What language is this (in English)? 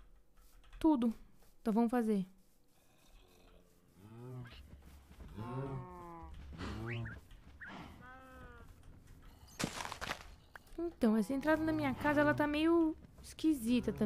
Portuguese